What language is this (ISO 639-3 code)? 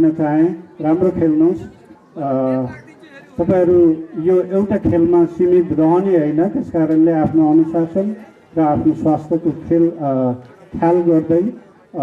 nep